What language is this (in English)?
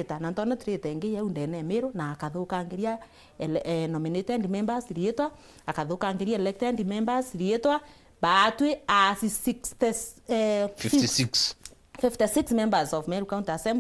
Meru